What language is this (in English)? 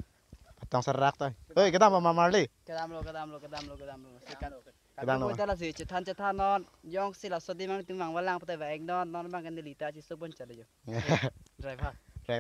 Karbi